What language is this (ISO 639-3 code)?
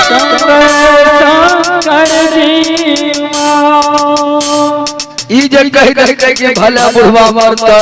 mai